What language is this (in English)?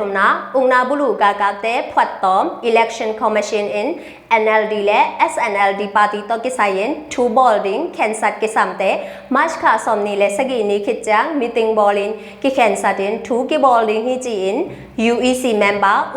Tedim Chin